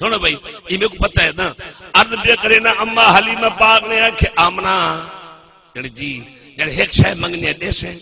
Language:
Saraiki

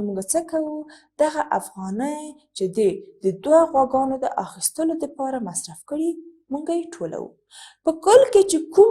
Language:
Pashto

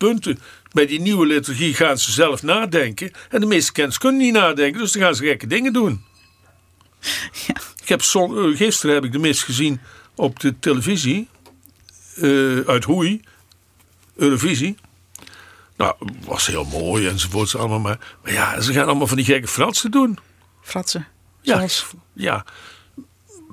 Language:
Dutch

